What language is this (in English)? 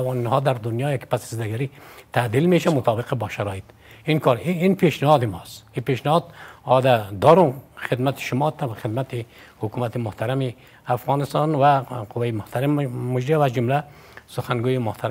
Persian